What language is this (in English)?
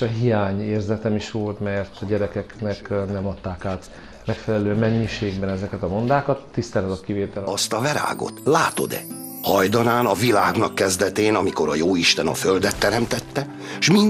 Hungarian